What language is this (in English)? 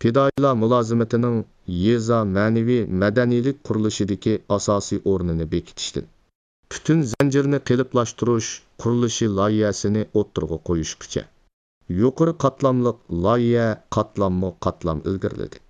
Uyghur